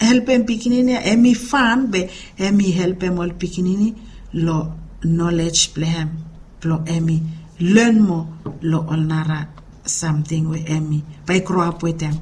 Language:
Bislama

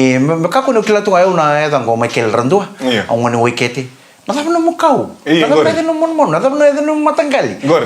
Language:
Fijian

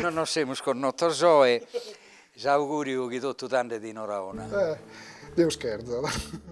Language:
Sardinian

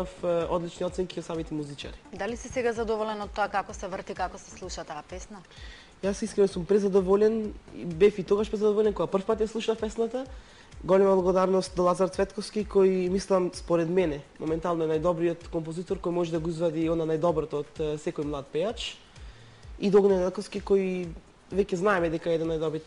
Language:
Macedonian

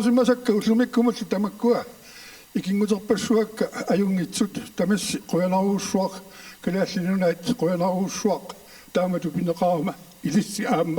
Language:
Kalaallisut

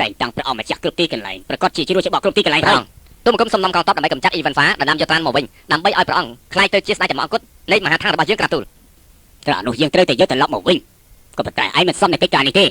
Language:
Khmer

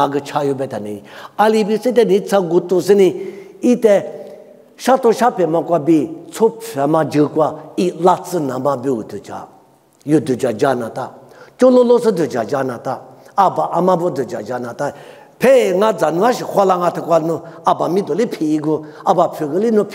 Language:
Lisu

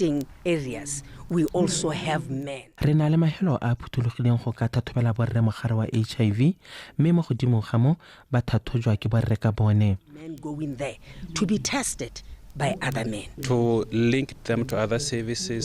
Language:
Tswana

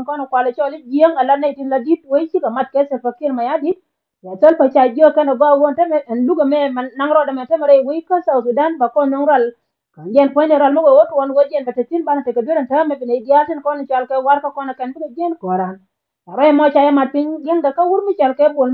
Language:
Nuer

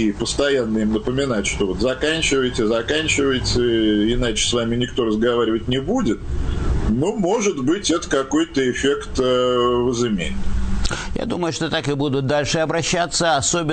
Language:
Russian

